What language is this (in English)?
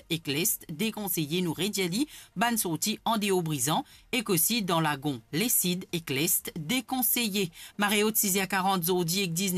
Morisyen